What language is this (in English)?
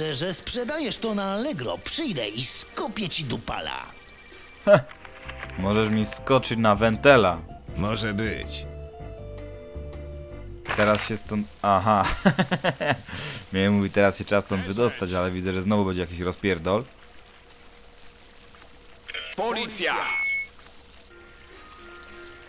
Polish